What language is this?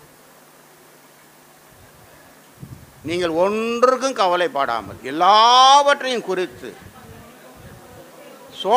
Tamil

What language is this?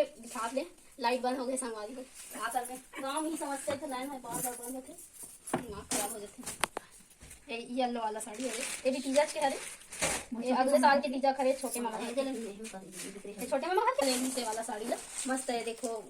Chhattisgarhi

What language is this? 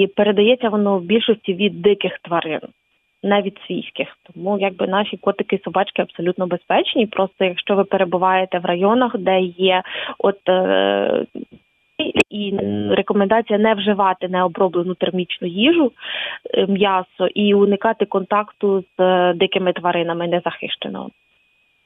Ukrainian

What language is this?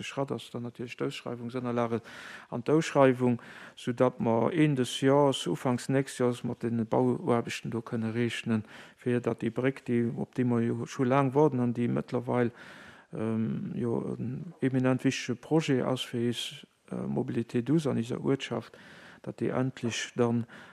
Luxembourgish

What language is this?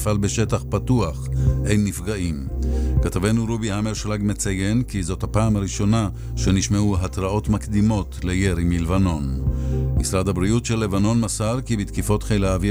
Hebrew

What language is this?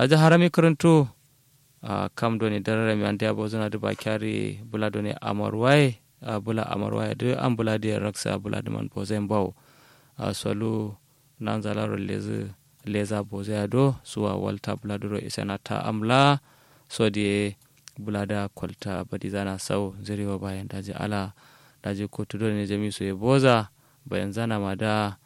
Kanuri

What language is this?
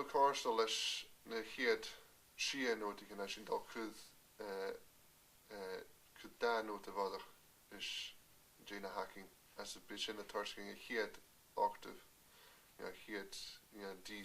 Scottish Gaelic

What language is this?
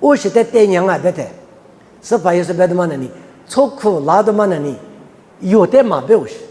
Lisu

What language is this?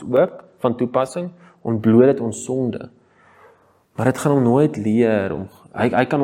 Afrikaans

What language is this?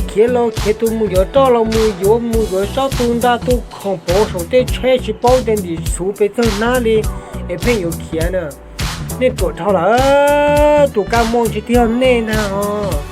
Hmong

